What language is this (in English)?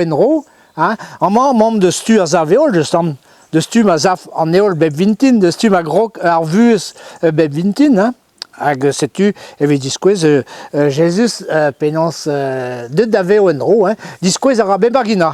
Breton